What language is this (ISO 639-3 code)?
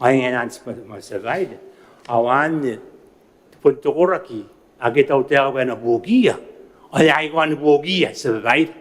gil